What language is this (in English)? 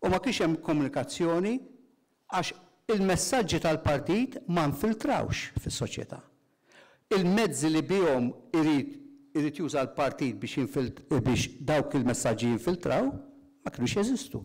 Maltese